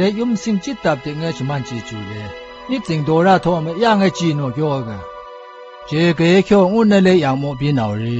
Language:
Zaiwa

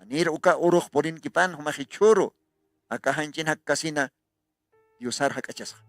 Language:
Aymara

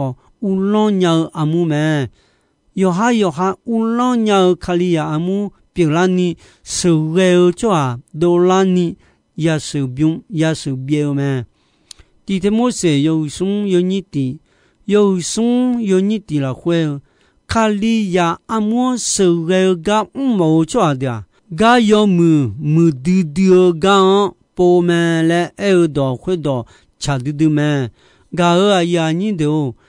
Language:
Akha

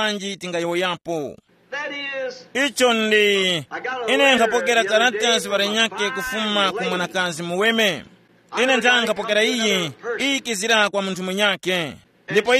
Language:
Tumbuka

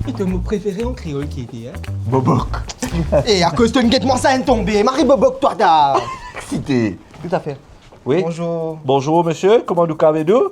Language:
Morisyen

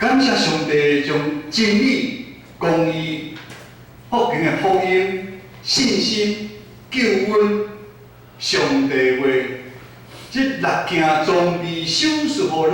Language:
Min Nan Chinese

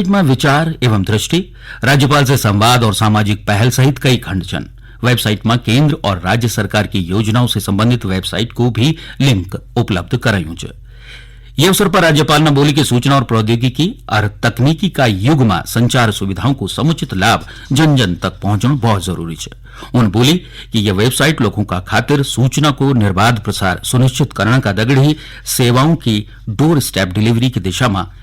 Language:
Garhwali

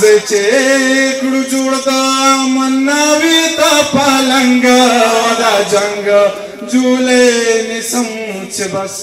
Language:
Pashto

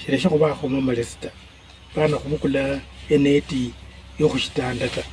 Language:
Luyia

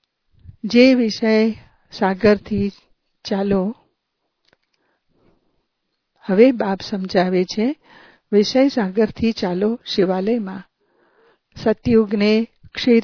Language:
Gujarati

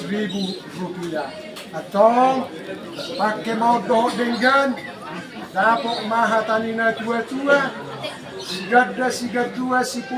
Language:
Batak Toba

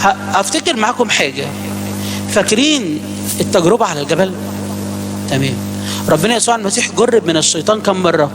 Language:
Egyptian Arabic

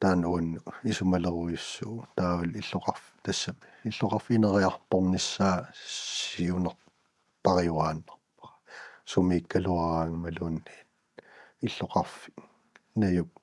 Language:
Kalaallisut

